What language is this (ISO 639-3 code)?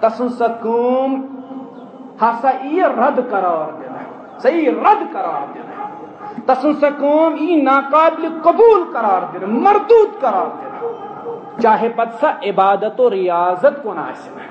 kas